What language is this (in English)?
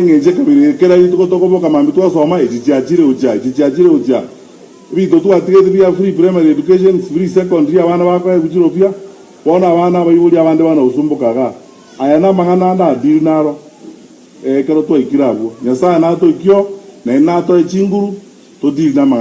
Gusii